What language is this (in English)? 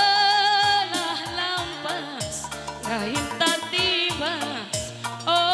Batak Karo